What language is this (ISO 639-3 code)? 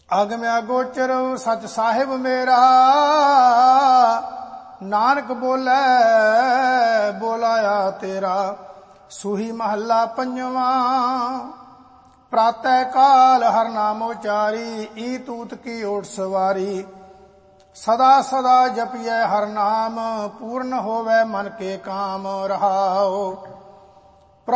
pan